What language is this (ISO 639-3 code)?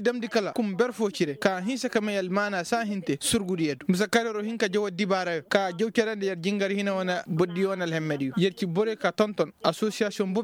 ses